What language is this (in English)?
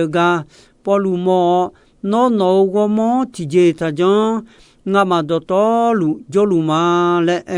Akha